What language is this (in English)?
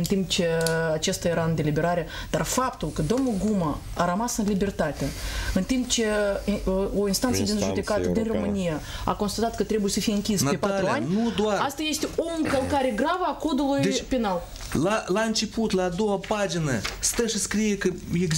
Romanian